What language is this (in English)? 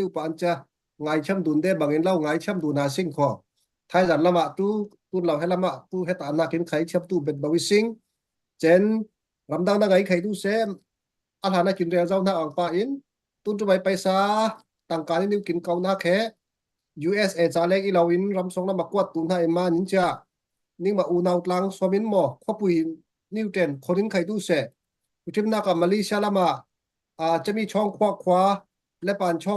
Falam Chin